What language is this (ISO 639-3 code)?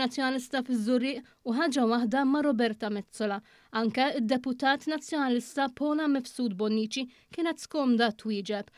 mlt